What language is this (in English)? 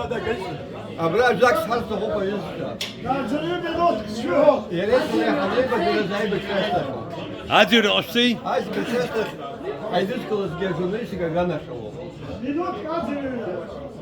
Abkhazian